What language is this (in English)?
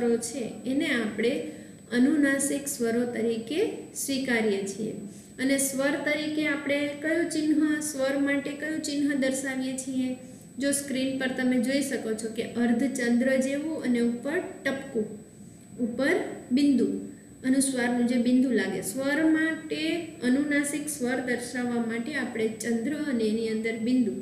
Gujarati